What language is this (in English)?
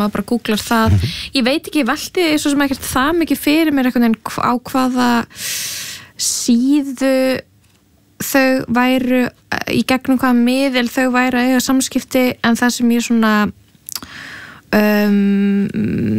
Icelandic